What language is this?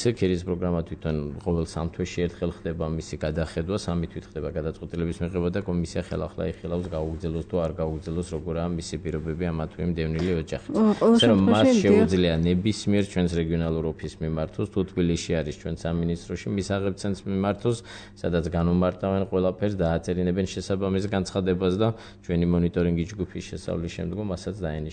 Georgian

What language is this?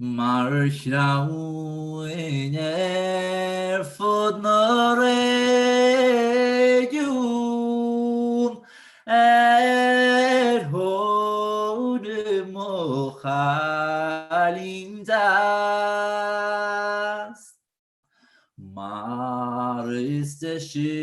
Irish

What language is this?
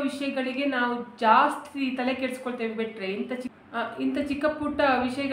Kannada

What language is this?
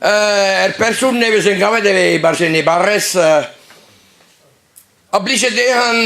Breton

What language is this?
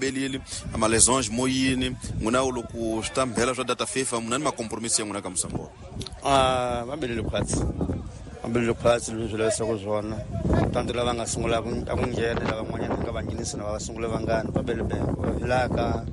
Tsonga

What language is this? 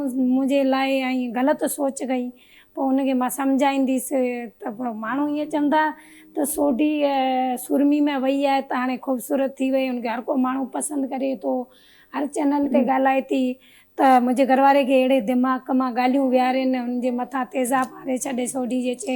Sindhi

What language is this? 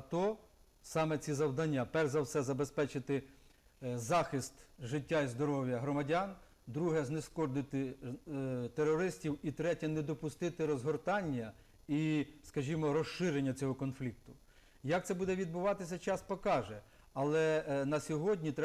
Ukrainian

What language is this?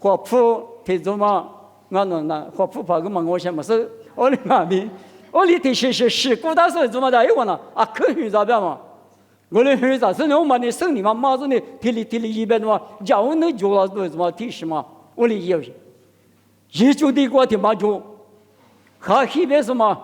Lisu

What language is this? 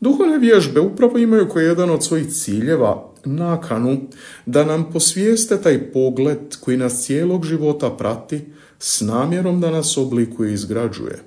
Croatian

